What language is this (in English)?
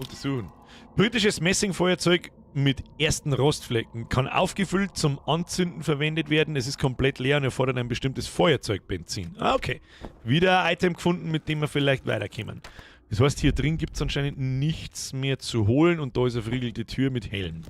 Bavarian